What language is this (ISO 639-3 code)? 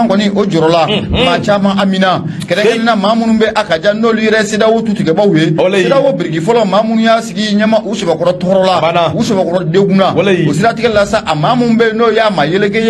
bam